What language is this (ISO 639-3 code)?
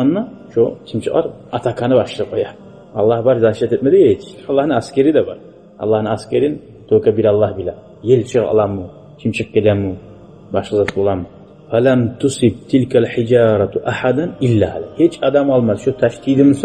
kum